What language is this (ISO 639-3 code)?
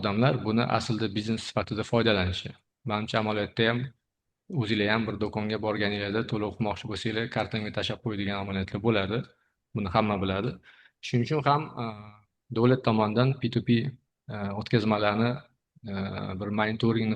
uzb